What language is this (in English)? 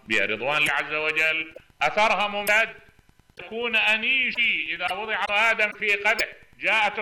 Mesopotamian Arabic